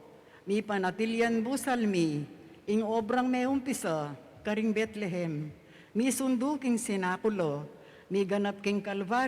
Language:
Pampanga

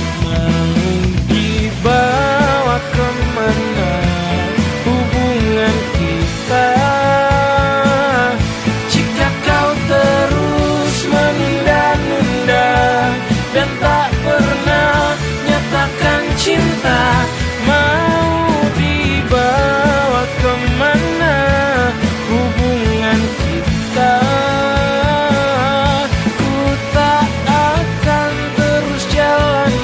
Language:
Indonesian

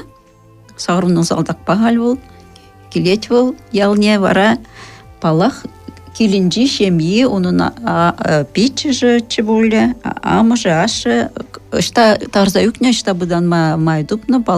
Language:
Chuvash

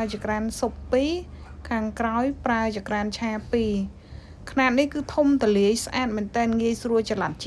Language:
Khmer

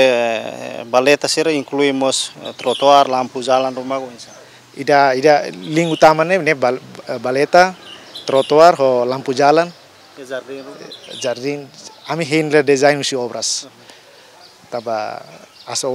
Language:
Tetum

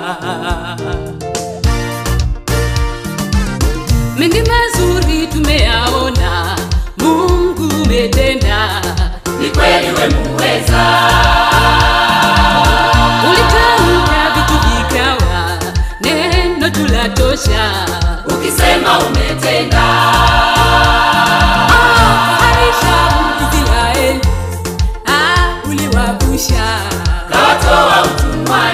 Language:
Swahili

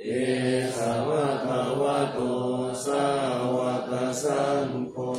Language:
Pali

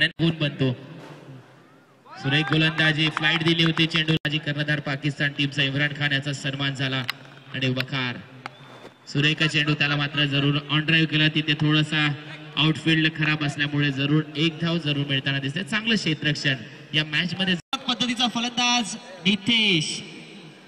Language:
Marathi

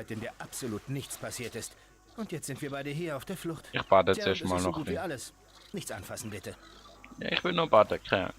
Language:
Swiss German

